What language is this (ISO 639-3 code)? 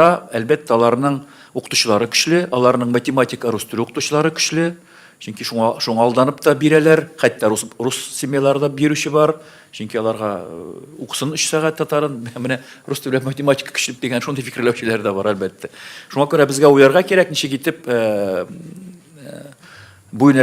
tat